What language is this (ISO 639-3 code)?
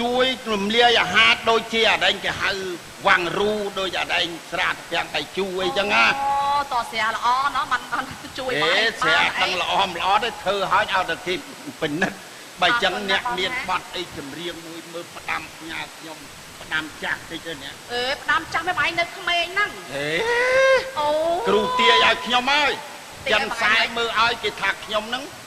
khm